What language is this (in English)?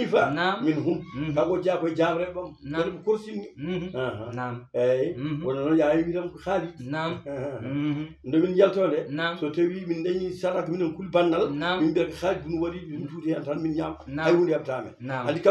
Fula